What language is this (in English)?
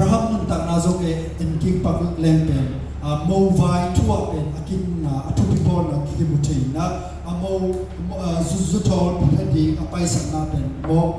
Tedim Chin